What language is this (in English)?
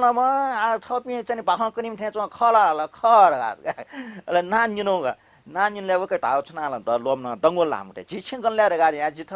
Newari